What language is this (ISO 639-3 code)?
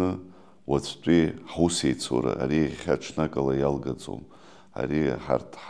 abk